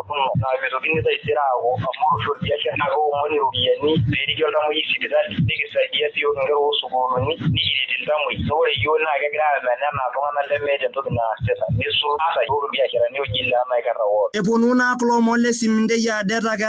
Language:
Masai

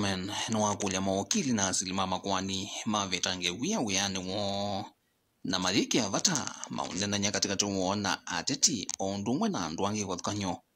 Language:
Kamba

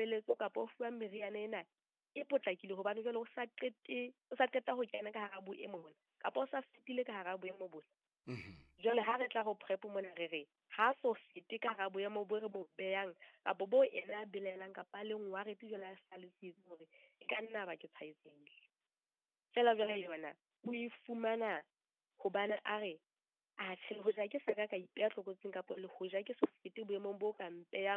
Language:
Southern Sotho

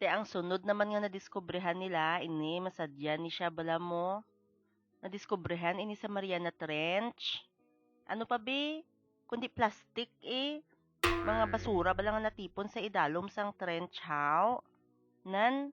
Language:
Hiligaynon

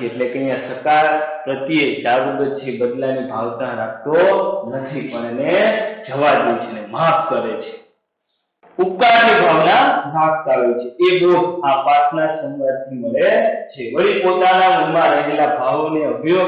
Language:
Gujarati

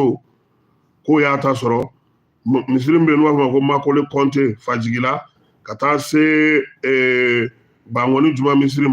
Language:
Bambara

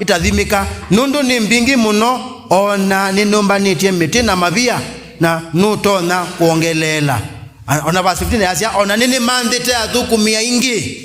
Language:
Kamba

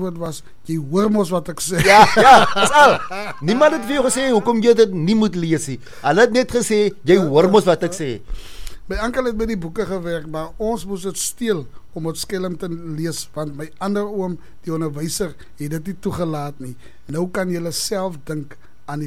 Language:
Afrikaans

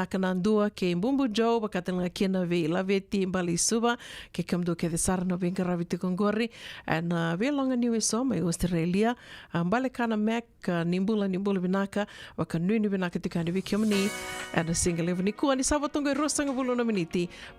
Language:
Fijian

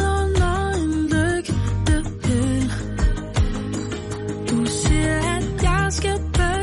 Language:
Danish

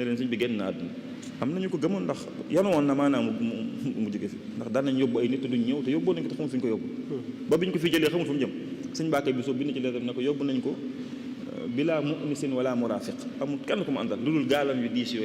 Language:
Wolof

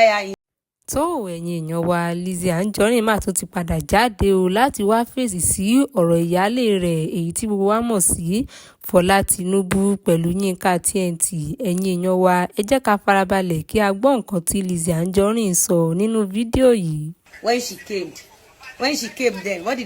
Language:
Yoruba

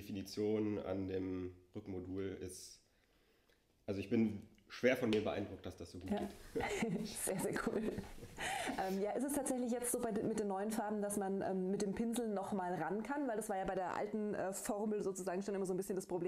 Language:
German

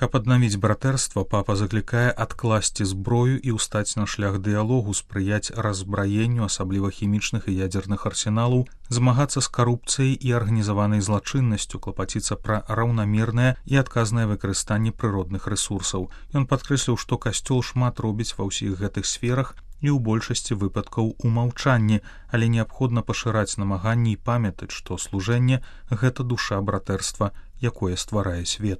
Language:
Belarusian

